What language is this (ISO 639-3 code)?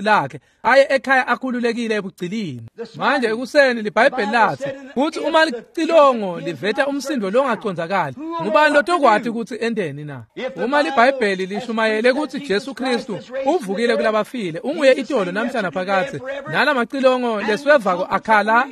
ssw